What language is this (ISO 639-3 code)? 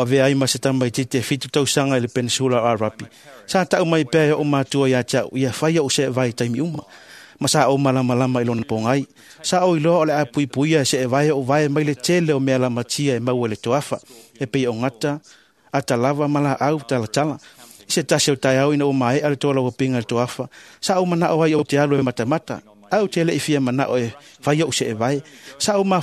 smo